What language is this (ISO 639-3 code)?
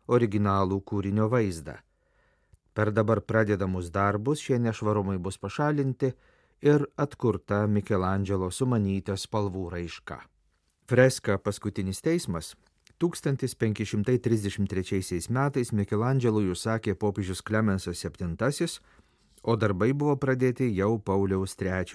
lit